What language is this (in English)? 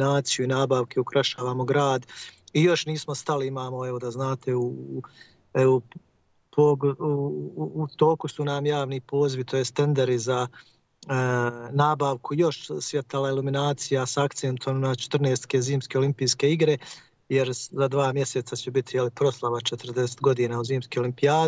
Bosnian